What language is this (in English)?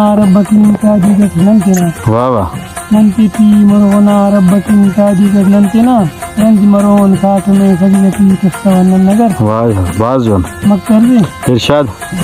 Brahui